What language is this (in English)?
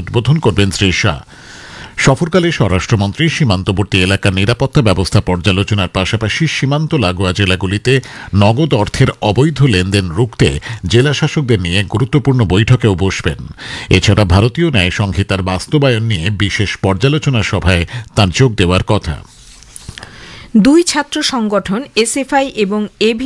Bangla